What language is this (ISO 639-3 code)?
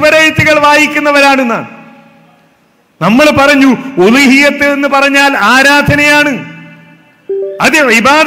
mal